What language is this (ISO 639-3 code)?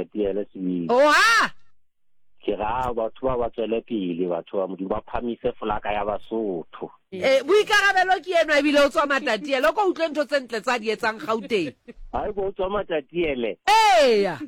sot